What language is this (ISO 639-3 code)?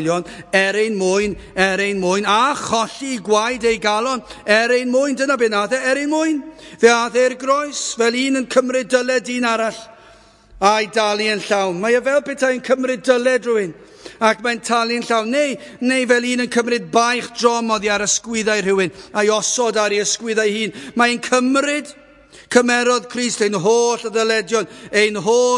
cym